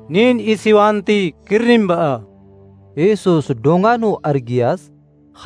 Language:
Kurukh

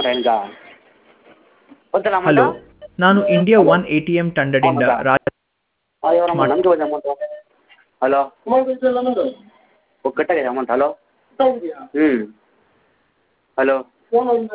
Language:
Kannada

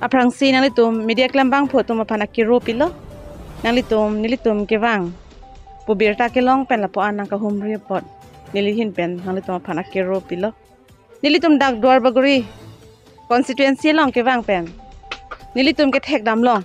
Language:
Karbi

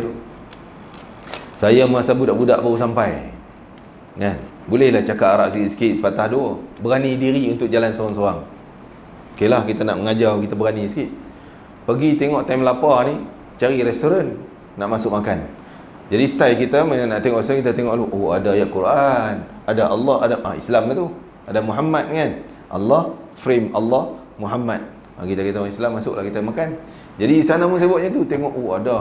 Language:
Malay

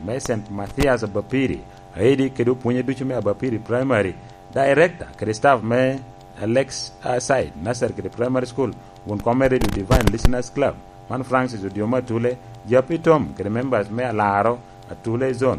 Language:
Lango (Uganda)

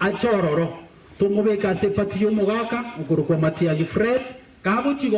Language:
Gusii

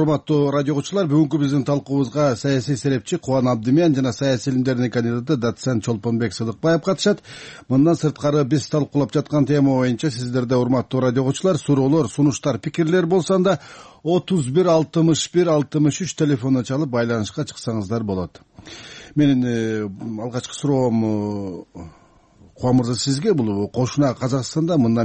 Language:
Kyrgyz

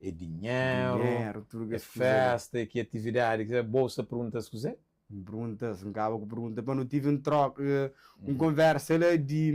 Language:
Kabuverdianu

